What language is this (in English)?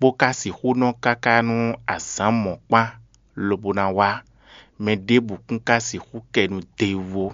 Fon